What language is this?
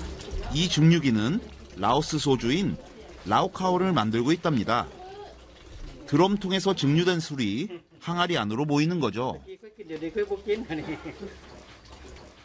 Korean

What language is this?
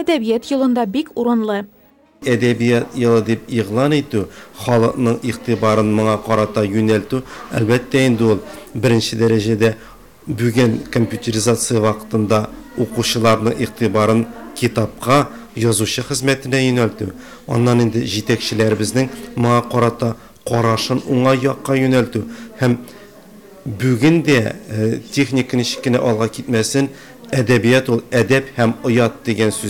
Tatar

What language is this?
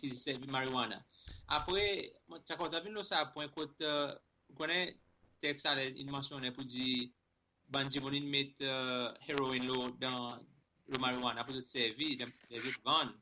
Seselwa Creole French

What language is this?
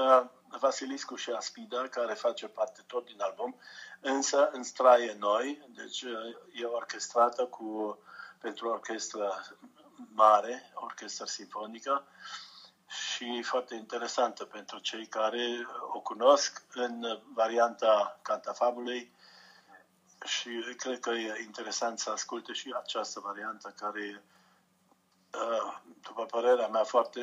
Romanian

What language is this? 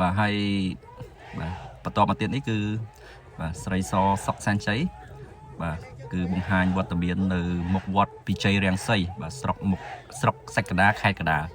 Khmer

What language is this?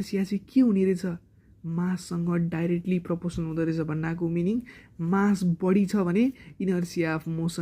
Nepali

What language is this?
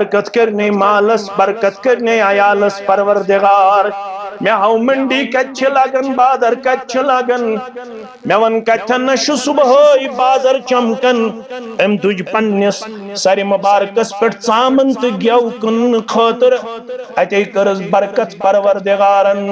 Kashmiri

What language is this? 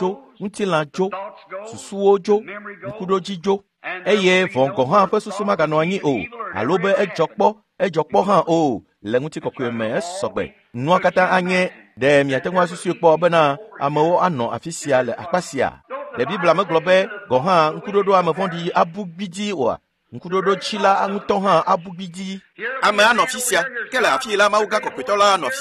Ewe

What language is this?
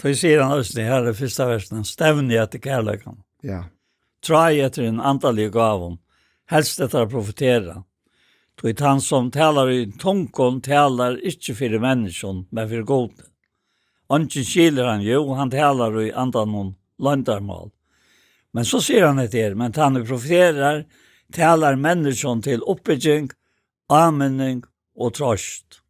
Faroese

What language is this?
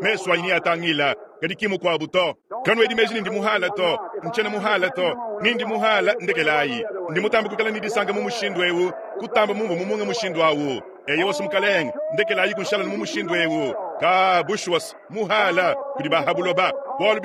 Luba-Lulua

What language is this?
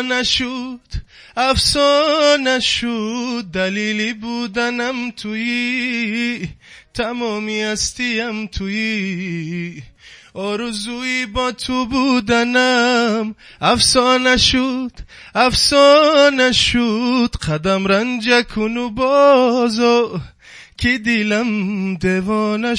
Tajik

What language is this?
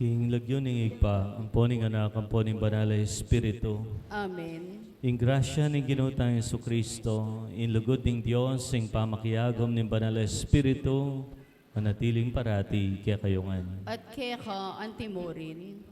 Pampanga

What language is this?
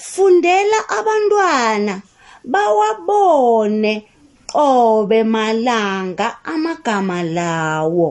South Ndebele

